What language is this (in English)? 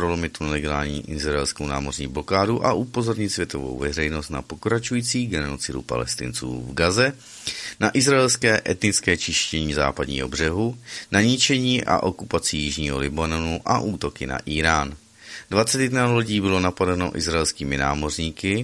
Czech